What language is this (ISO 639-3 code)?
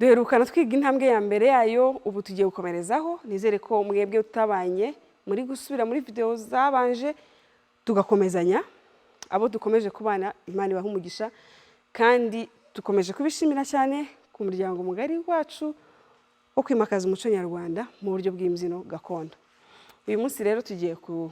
kin